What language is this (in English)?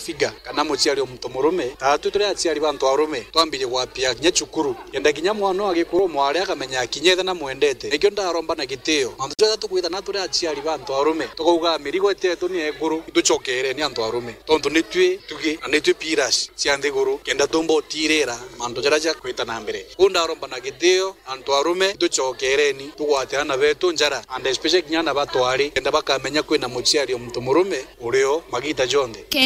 Meru